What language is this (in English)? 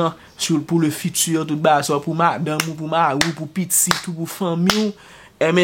Haitian Creole